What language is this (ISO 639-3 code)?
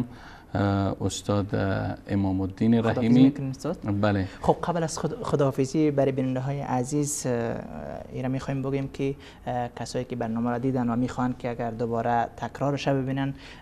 fas